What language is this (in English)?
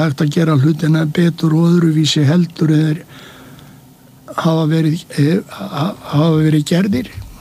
Icelandic